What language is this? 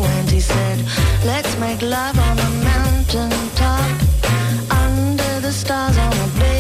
English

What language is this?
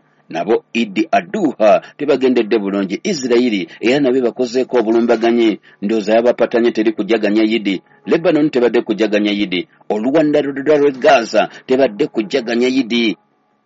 Ganda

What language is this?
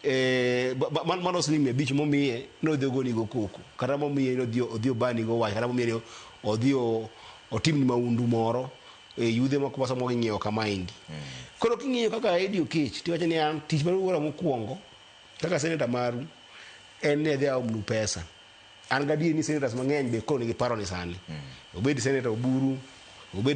Luo (Kenya and Tanzania)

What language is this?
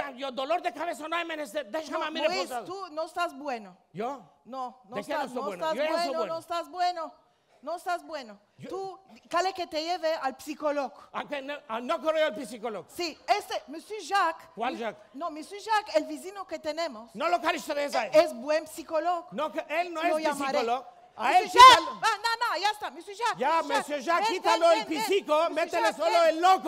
Ladino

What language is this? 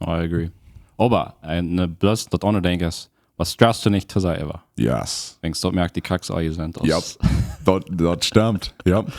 Plautdietsch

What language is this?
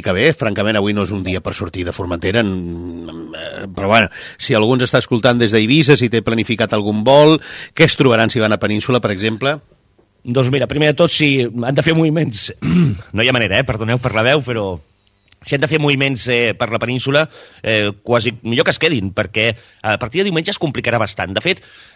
Catalan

